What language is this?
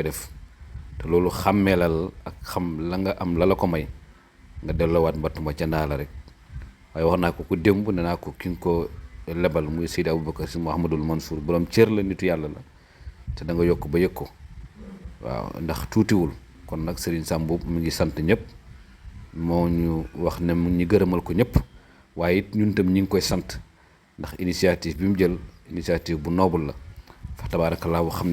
Wolof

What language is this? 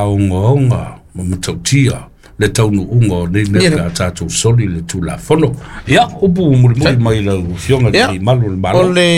Samoan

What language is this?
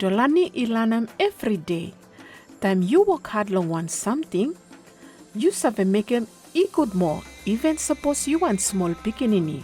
Bislama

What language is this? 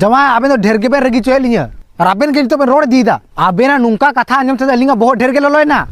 Santali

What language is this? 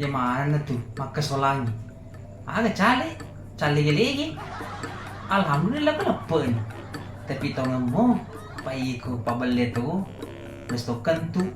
Buginese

